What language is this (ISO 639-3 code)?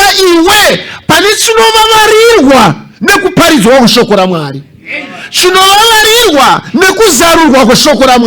sna